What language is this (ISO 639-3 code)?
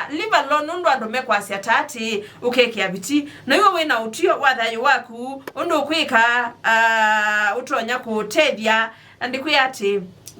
kam